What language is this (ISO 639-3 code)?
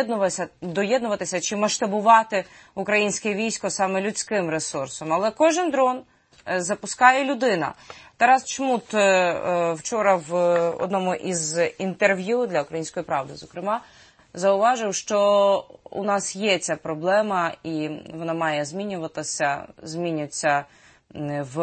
ukr